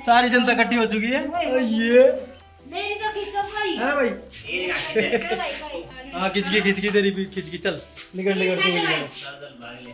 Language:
Haryanvi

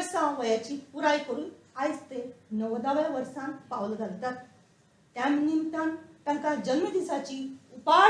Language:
Konkani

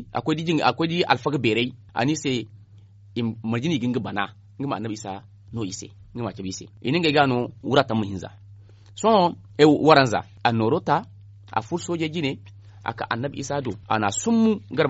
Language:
Zarma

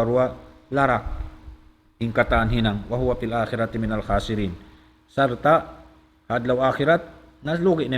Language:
Tausug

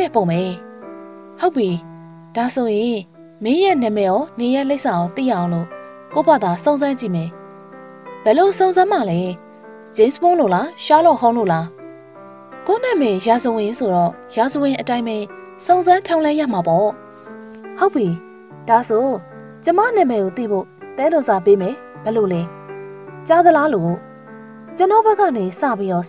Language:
Burmese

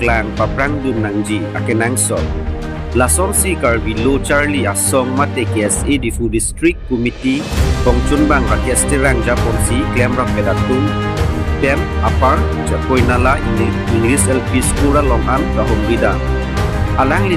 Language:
Karbi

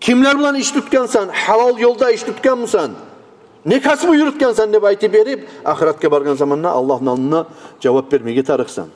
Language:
Kumyk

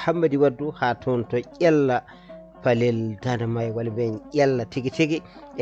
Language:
Fula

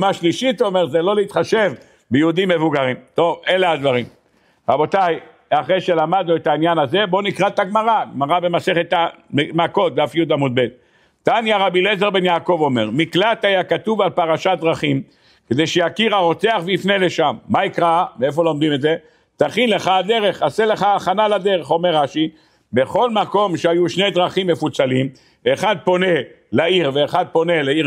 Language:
Hebrew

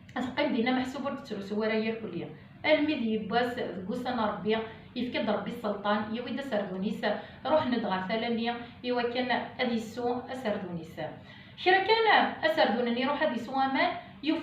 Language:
Kabyle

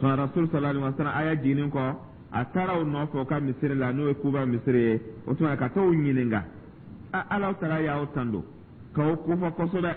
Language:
Dyula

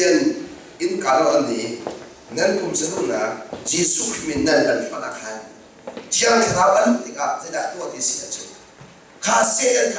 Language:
Hakha Chin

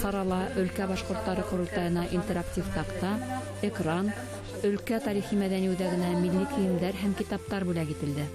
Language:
Bashkir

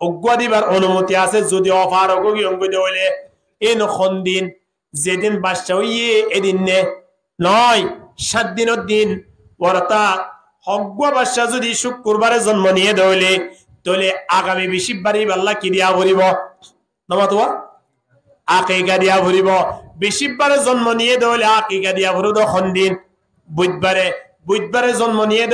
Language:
Rohingya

